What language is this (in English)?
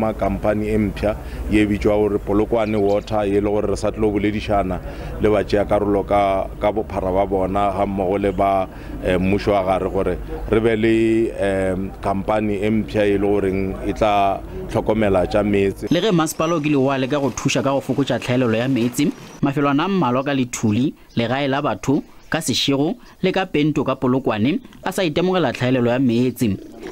Northern Sotho